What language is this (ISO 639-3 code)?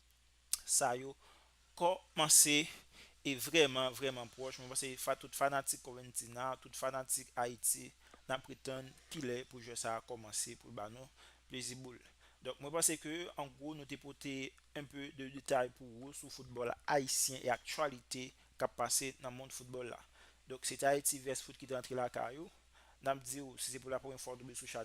hat